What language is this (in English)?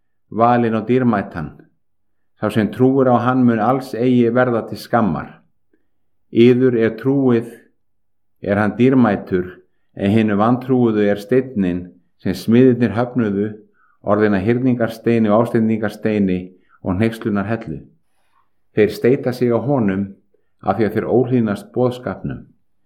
Icelandic